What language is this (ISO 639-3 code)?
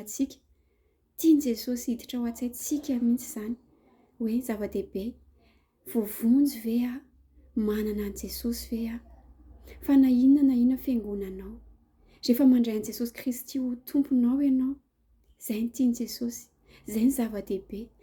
mlg